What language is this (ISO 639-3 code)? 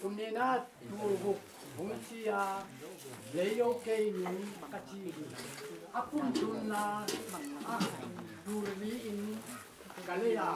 ctd